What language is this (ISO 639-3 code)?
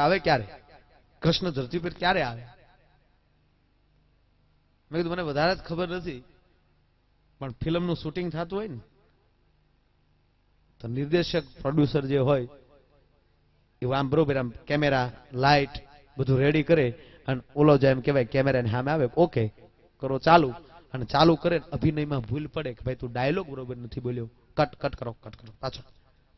guj